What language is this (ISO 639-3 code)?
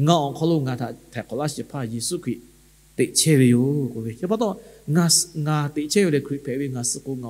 lhu